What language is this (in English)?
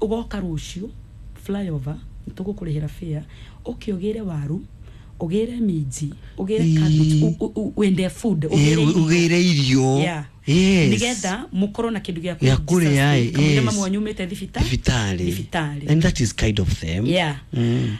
Kikuyu